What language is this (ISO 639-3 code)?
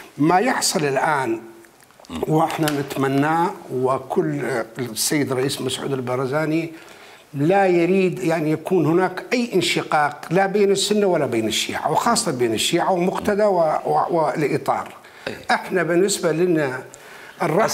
acm